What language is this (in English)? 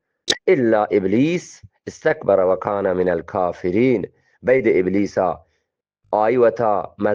Eastern Balochi